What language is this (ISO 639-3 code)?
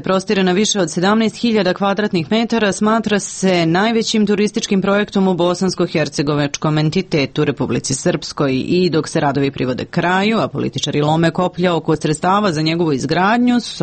srp